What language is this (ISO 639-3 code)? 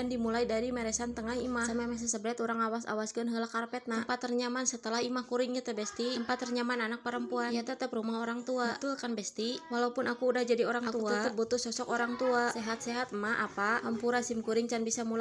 sun